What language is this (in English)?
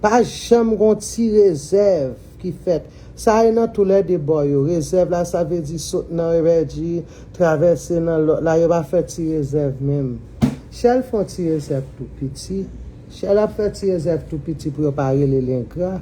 Haitian Creole